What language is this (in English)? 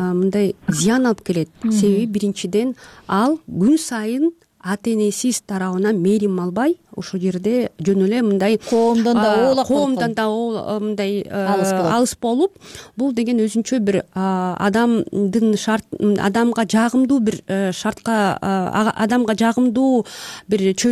Kyrgyz